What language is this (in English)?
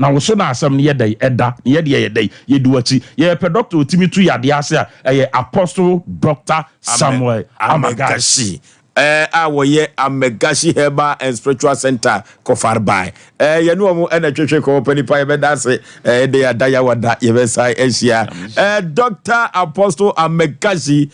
Akan